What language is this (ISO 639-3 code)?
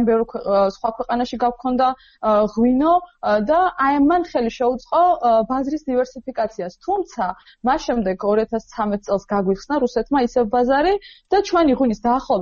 kat